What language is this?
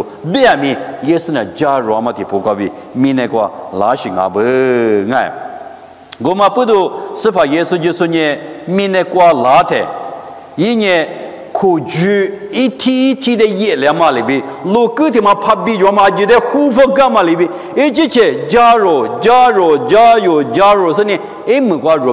Lisu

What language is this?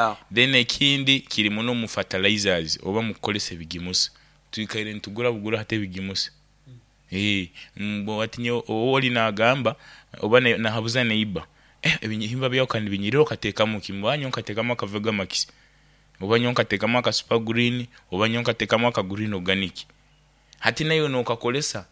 Nyoro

